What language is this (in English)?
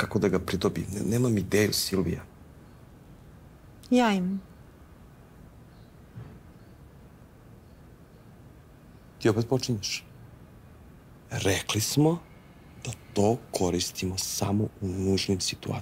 Serbian